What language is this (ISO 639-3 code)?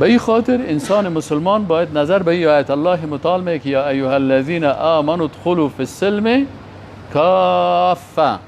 fas